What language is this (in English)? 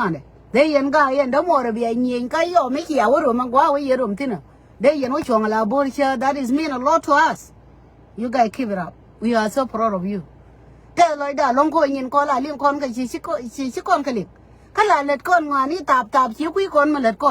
Nuer